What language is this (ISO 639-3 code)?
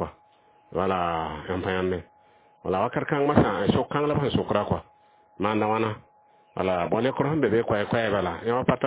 mos